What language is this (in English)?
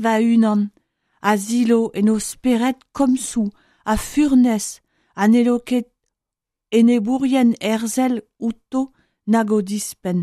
Breton